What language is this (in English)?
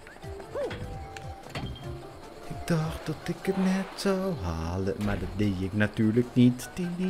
Dutch